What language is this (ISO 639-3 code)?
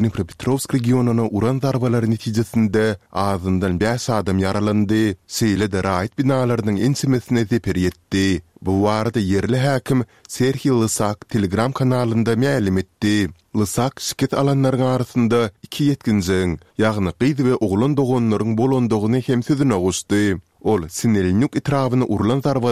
tuk